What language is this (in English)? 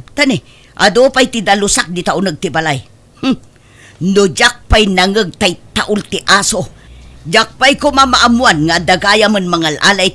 Iloko